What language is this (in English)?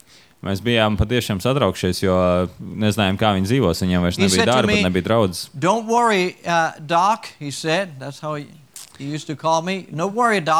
Latvian